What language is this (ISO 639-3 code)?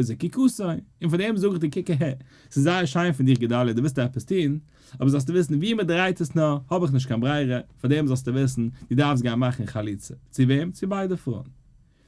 yid